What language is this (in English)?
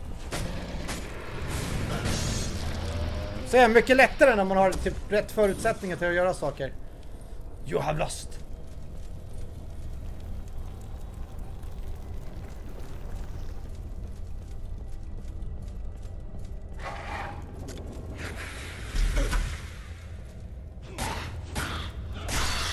Swedish